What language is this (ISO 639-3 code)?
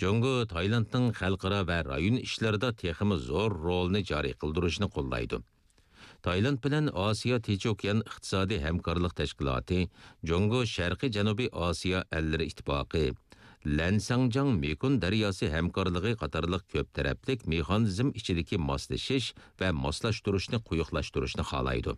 uig